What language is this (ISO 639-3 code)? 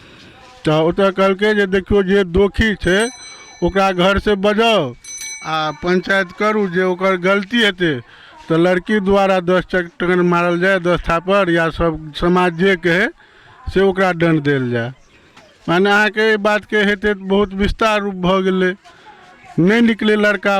mai